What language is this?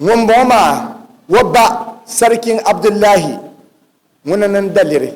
Dagbani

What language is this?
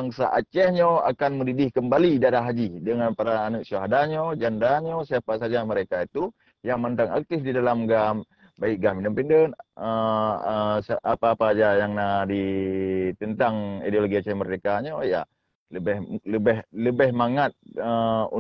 Achinese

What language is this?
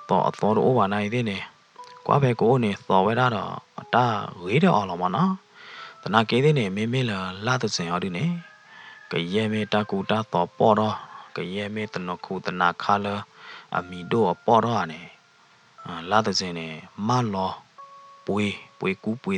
S'gaw Karen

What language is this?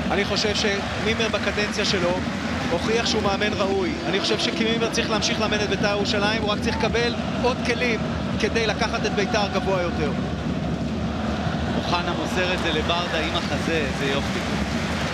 Hebrew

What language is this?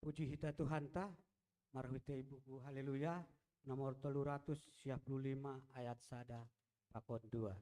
Batak Simalungun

